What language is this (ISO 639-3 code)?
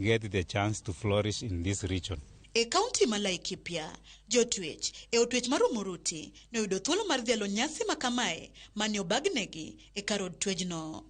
luo